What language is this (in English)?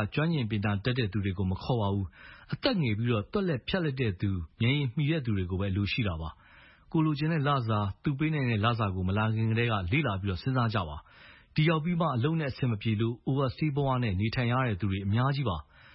Burmese